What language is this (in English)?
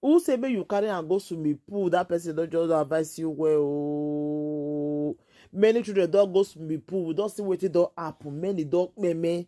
Nigerian Pidgin